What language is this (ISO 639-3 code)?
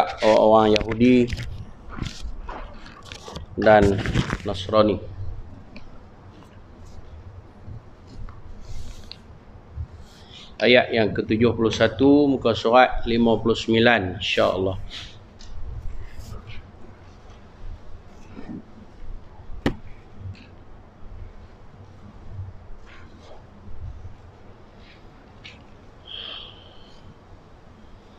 msa